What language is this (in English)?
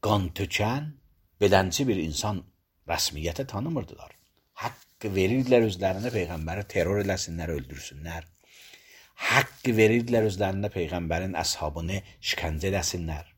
Azerbaijani